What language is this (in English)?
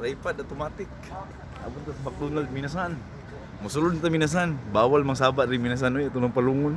Cebuano